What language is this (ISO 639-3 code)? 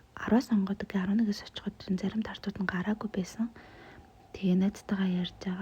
mon